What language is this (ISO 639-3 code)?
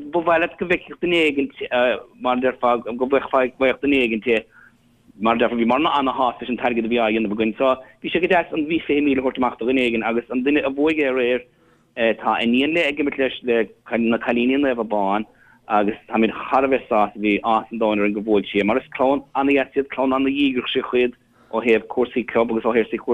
gle